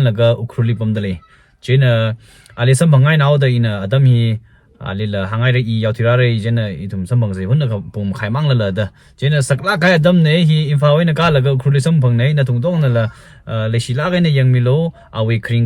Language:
Tangkhul Naga (India)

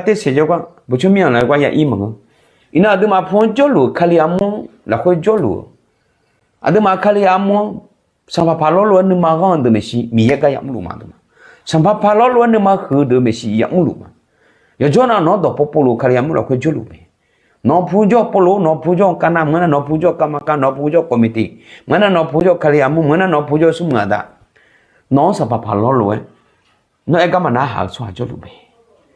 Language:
Akha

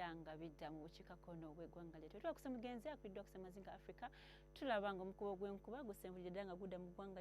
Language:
Ganda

